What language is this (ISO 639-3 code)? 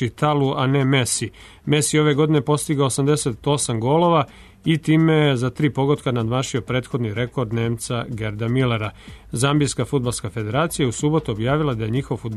srp